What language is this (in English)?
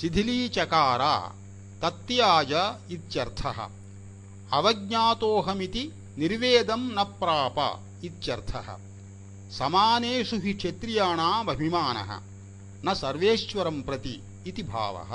Sanskrit